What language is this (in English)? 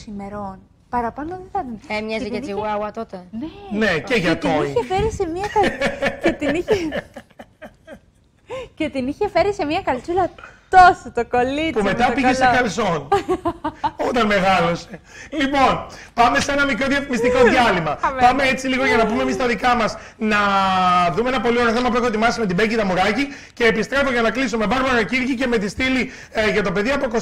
Greek